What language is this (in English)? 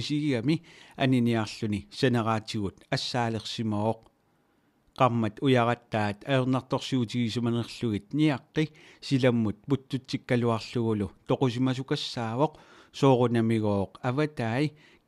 Kalaallisut